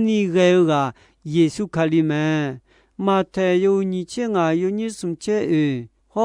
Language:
Akha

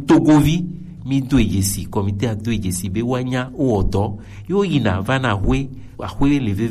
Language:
Gen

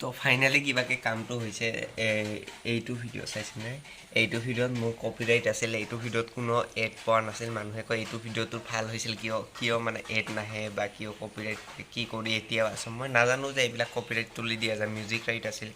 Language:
Assamese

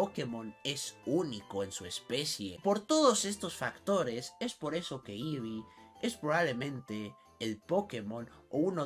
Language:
Spanish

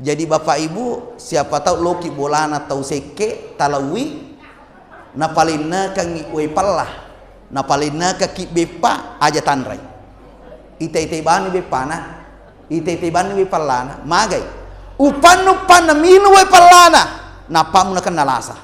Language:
Buginese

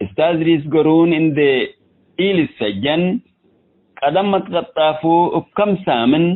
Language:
Tigre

